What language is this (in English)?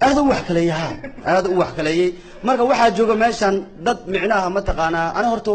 Somali